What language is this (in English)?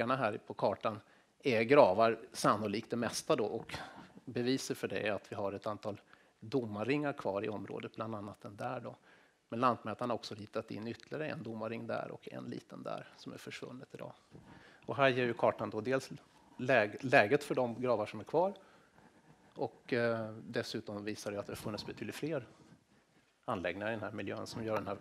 Swedish